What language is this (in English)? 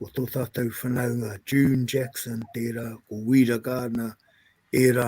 Māori